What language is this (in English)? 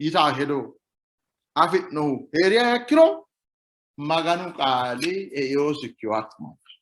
Sidamo